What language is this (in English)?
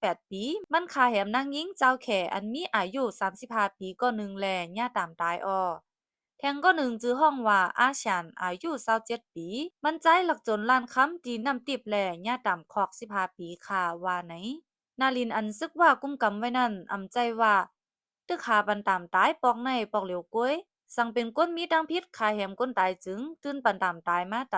Shan